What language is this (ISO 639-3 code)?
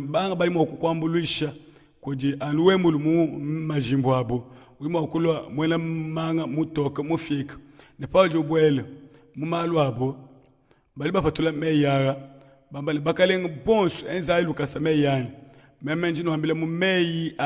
lua